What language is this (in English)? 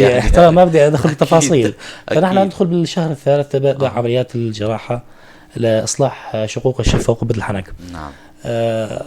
North Levantine Arabic